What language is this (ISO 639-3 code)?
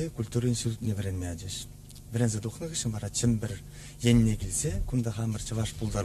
chv